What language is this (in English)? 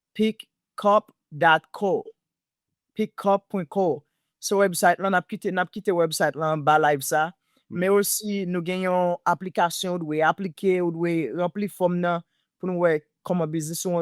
Haitian Creole